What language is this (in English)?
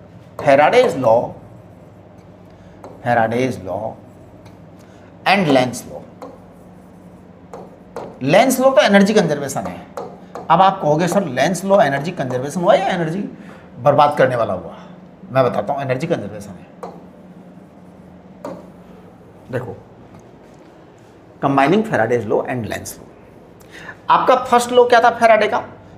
Hindi